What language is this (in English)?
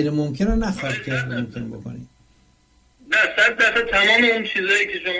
Persian